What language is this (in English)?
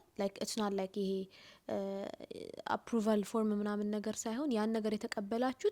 Amharic